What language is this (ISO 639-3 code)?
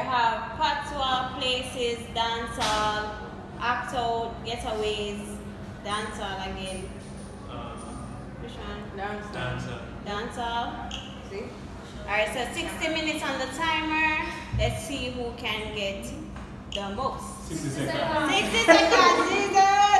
jam